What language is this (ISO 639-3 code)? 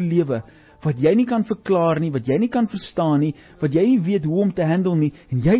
afr